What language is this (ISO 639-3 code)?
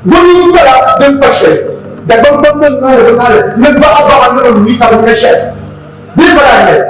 dag